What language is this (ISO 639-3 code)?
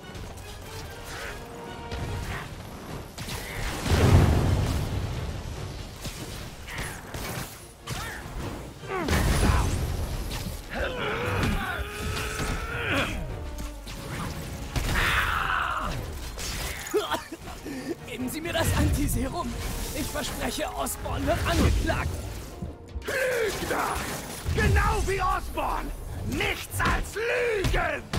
deu